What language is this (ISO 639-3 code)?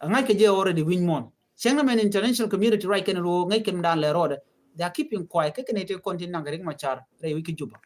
nus